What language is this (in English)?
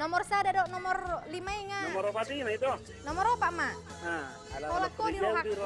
Batak Toba